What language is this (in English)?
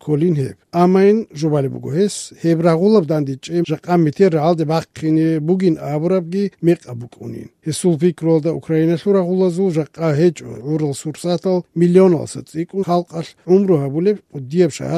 Georgian